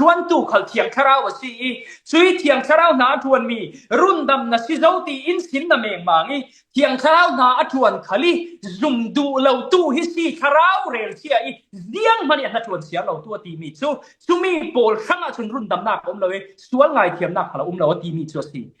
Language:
Falam Chin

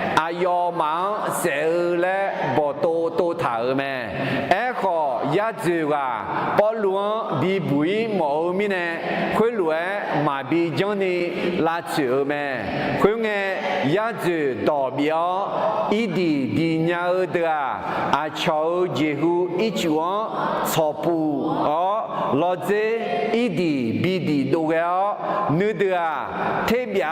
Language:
Akha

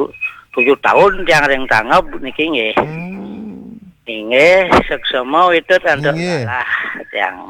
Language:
Balinese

